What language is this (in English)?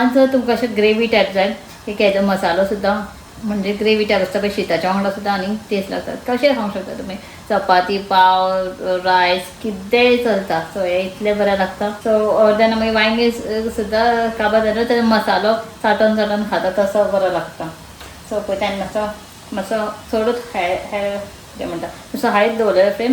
Konkani